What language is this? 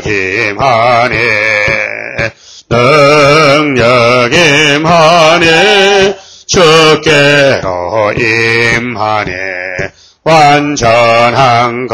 Korean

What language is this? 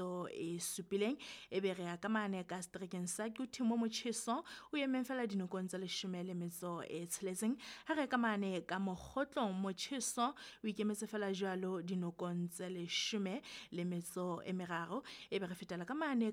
Southern Sotho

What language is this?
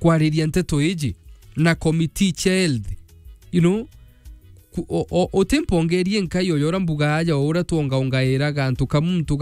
Meru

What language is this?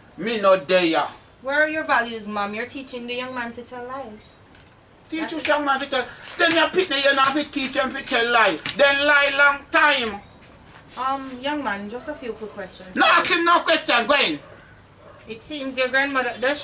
Jamaican Creole English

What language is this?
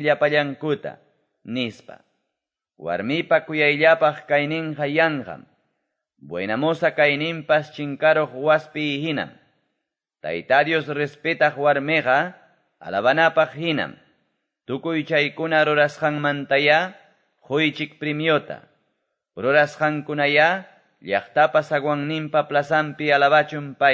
Quechua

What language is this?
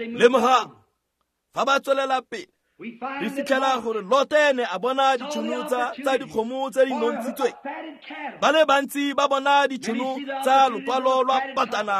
Tswana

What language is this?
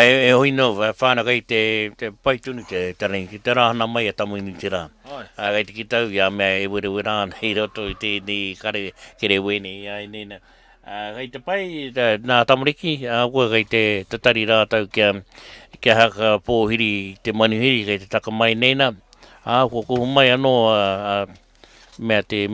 Māori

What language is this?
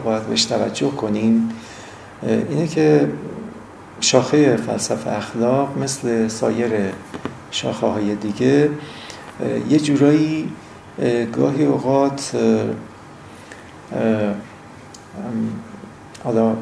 Persian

